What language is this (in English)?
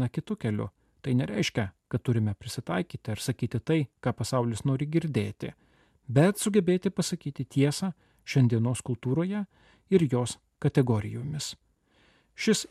Lithuanian